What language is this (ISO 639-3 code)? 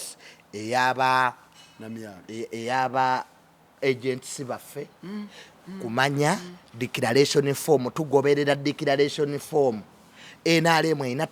lug